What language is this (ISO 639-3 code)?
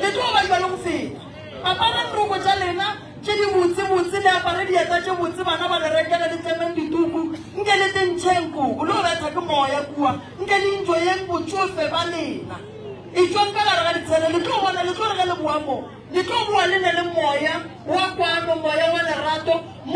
nso